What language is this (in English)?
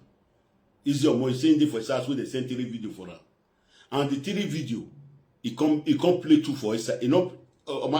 Nigerian Pidgin